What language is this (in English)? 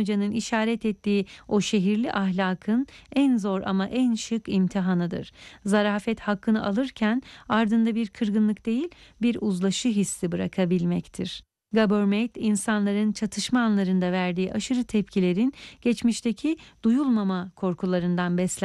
Turkish